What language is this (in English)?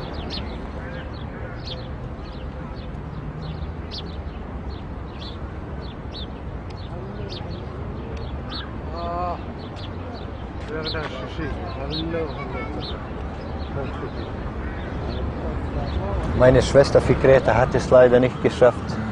German